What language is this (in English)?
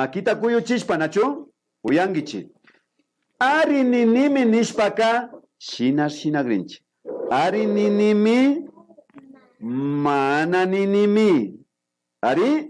Imbabura Highland Quichua